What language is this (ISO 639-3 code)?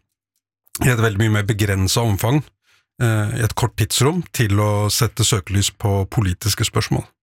nor